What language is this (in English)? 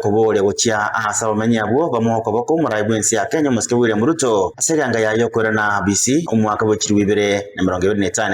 Gusii